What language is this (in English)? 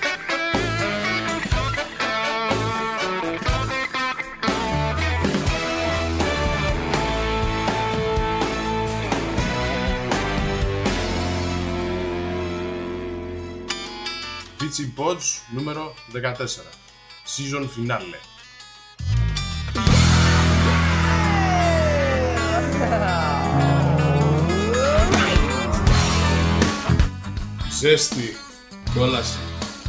Greek